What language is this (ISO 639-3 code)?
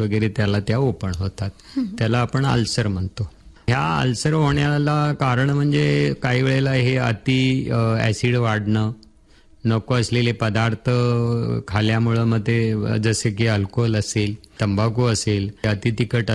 mar